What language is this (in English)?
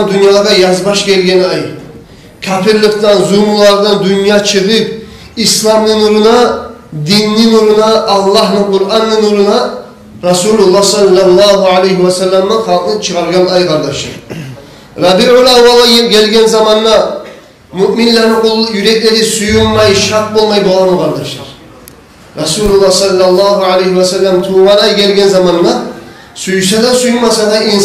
Kumyk